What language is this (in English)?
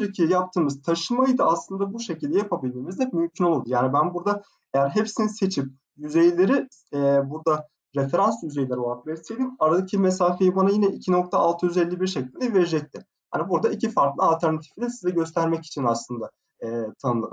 Turkish